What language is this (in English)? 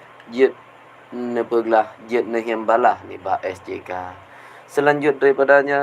Achinese